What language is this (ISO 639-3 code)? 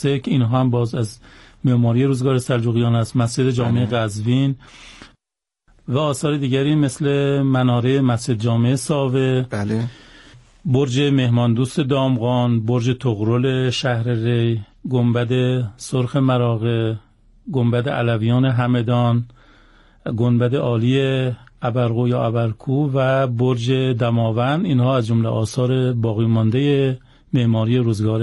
fas